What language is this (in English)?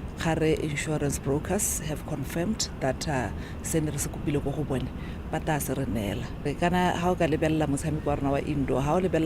Tswana